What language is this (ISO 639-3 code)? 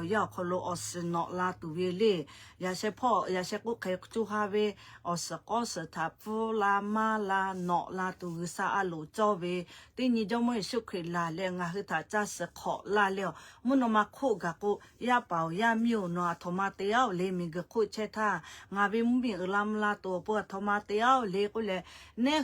lhu